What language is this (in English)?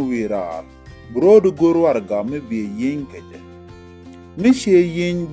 Nuer